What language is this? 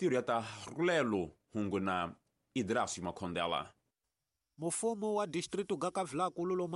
Tsonga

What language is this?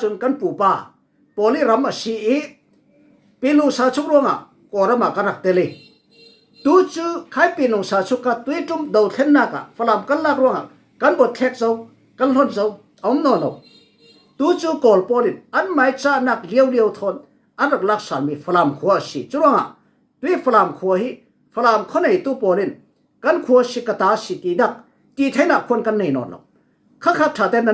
Falam Chin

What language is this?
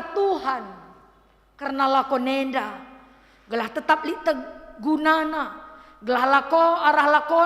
Batak Karo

